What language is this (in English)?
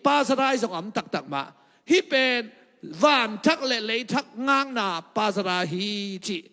Tedim Chin